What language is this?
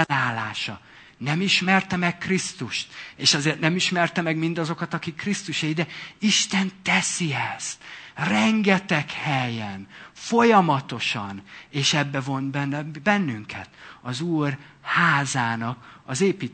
Hungarian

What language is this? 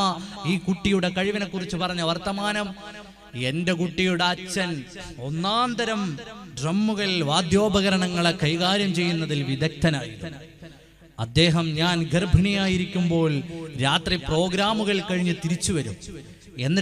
Malayalam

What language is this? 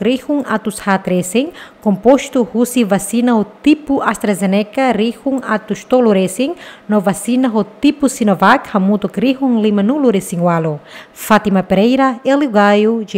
Tetum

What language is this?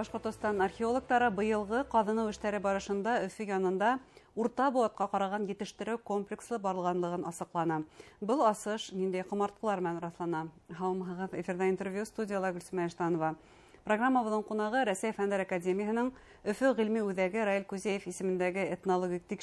Bashkir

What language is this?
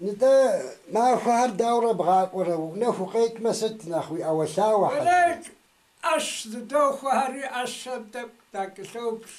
Kabardian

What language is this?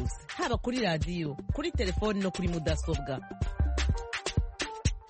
Kinyarwanda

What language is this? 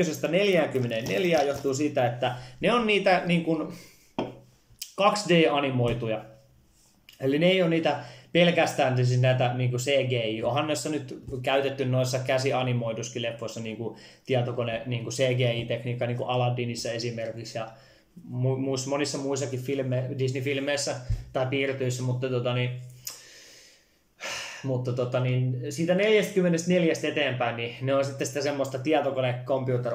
Finnish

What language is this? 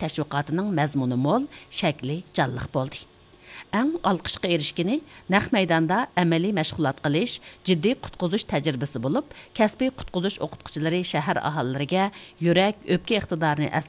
Uyghur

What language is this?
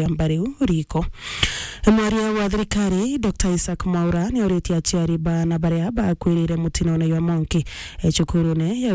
Meru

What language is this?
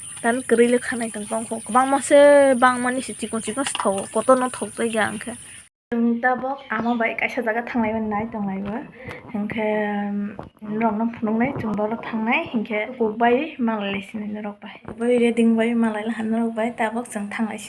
Kok Borok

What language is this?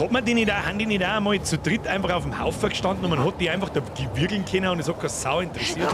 Bavarian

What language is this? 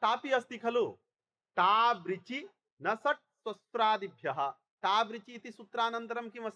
Sanskrit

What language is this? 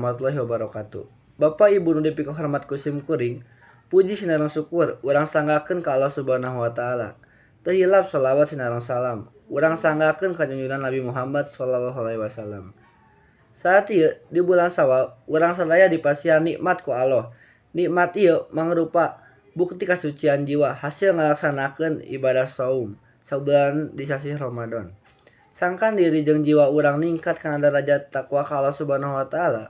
Sundanese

